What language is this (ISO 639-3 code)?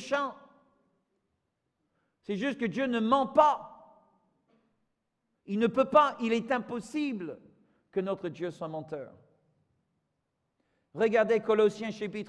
fra